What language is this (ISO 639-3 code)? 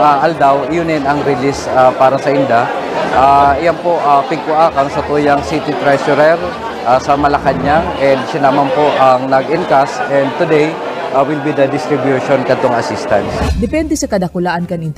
bik